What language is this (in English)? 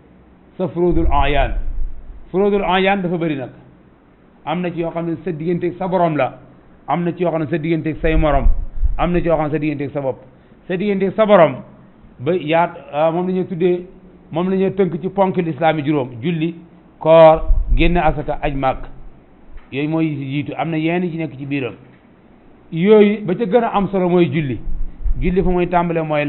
Wolof